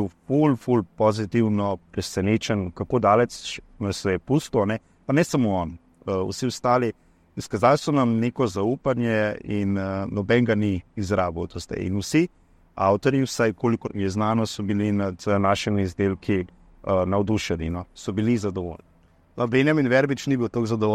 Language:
Slovenian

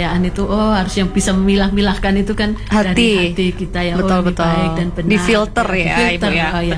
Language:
Indonesian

